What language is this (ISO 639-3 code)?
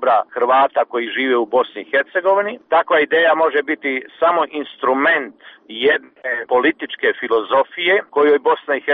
hrv